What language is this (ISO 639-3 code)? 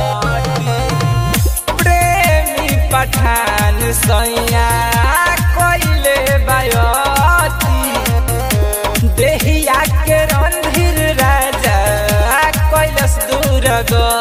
bho